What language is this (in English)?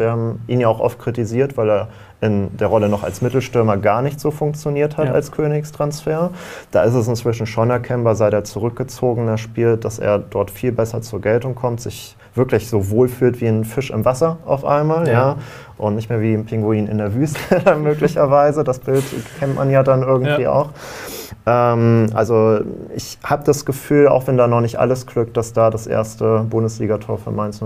German